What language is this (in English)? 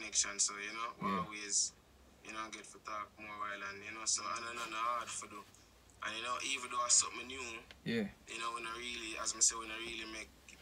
Jamaican Creole English